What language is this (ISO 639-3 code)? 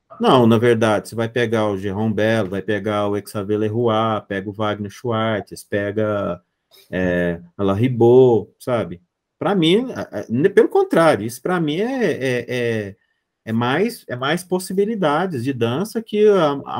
por